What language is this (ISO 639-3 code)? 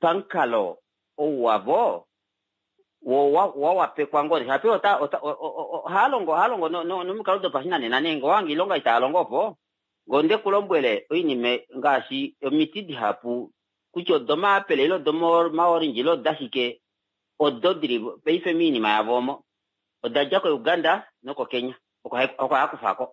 kua